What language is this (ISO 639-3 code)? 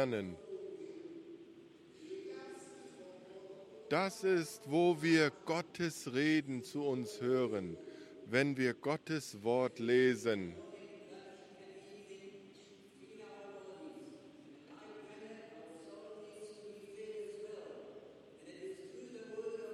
deu